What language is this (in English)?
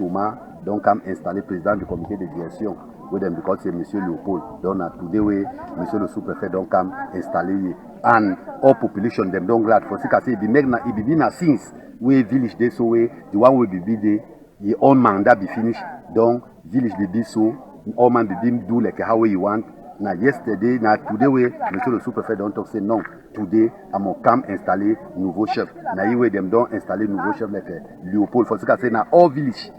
Cameroon Pidgin